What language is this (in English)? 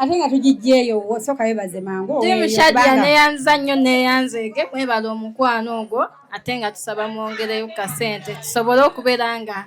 Ganda